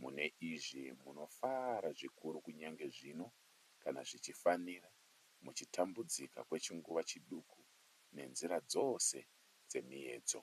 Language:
Shona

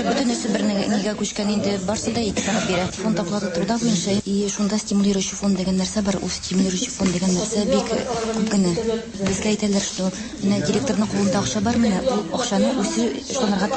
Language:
Tatar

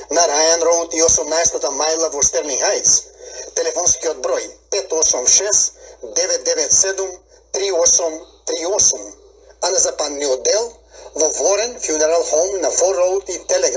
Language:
Macedonian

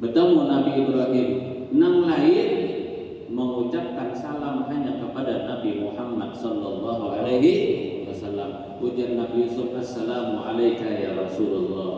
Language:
Banjar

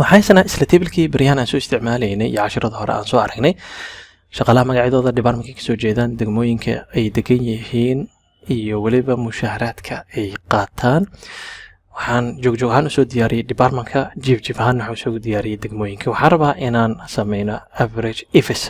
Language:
Somali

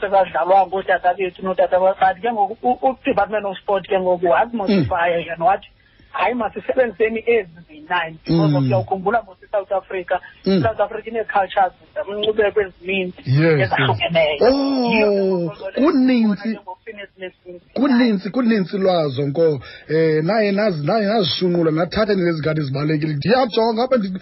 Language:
Xhosa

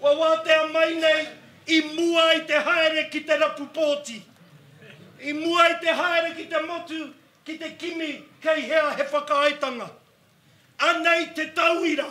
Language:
Māori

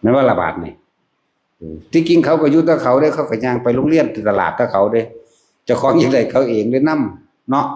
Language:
Northeastern Thai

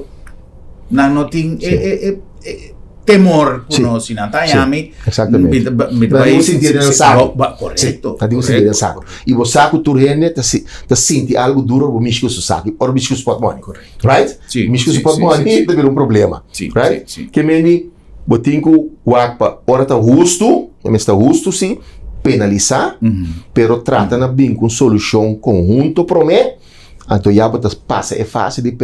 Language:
Papiamento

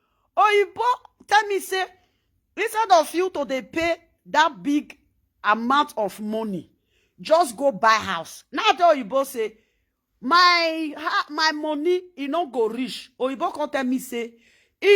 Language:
Nigerian Pidgin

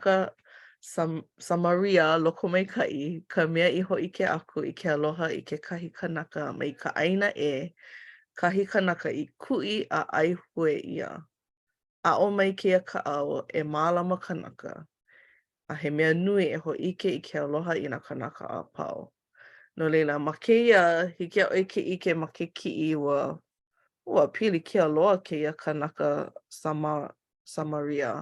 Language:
Hawaiian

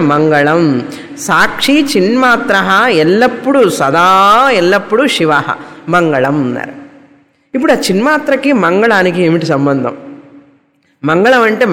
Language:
Telugu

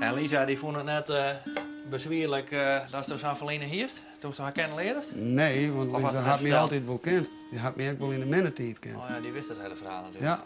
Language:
Western Frisian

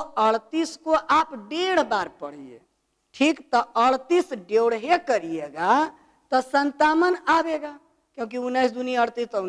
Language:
Hindi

